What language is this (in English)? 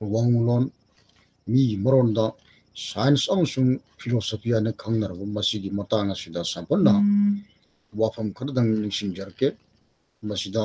Manipuri